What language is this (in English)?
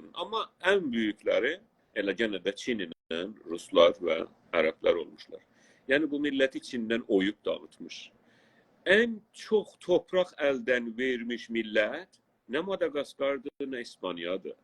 South Azerbaijani